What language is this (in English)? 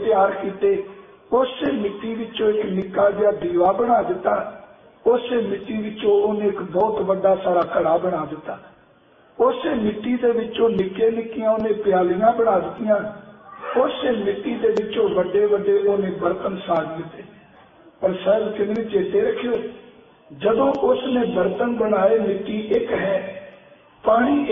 Punjabi